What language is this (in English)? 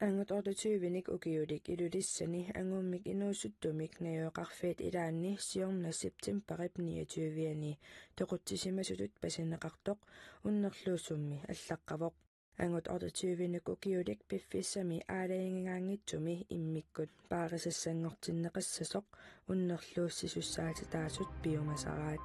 Kalaallisut